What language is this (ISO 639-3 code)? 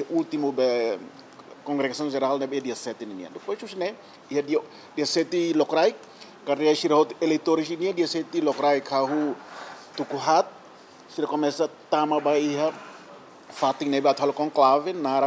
tet